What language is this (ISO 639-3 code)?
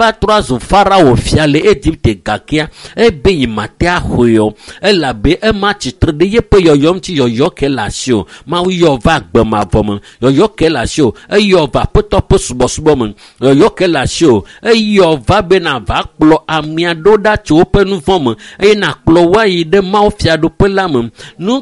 ewe